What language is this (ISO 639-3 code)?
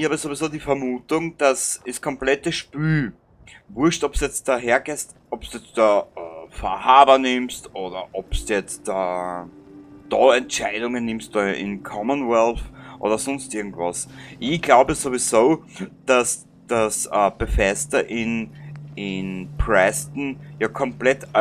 bar